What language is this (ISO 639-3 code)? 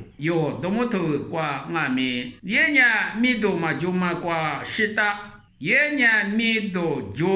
lis